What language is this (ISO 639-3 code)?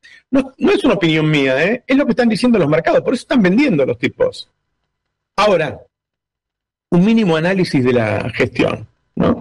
spa